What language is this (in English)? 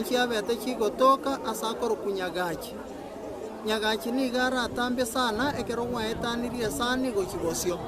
Gusii